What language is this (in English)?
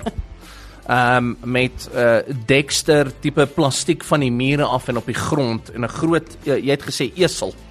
Afrikaans